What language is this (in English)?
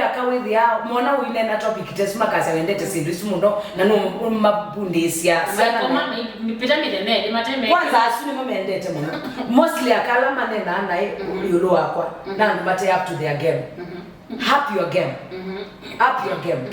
Kamba